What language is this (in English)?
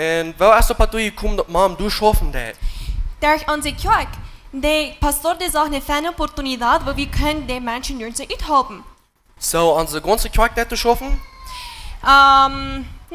Plautdietsch